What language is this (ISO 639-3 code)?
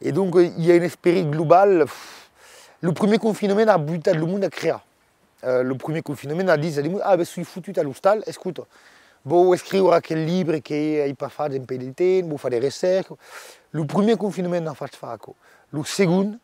oci